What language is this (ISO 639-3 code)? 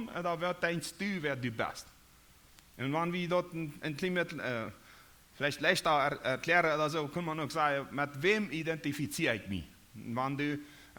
pdt